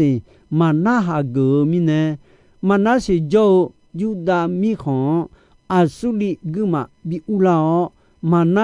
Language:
Akha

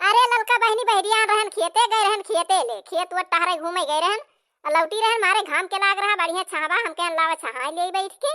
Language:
Awadhi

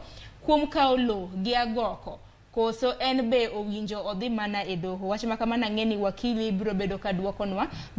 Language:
Luo (Kenya and Tanzania)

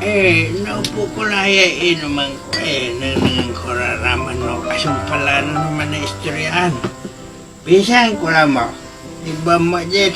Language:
Pangasinan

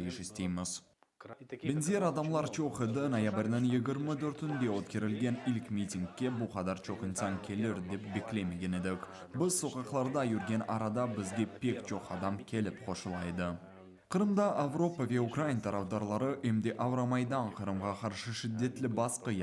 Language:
Crimean Tatar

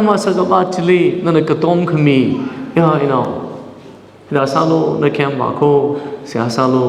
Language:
Tangkhul Naga (India)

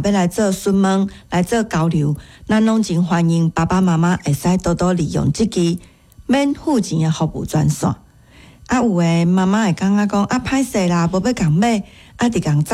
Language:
Min Nan Chinese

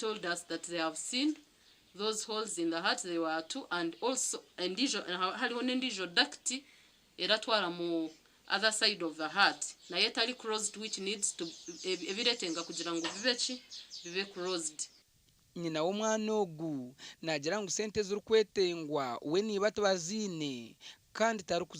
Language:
Nyankole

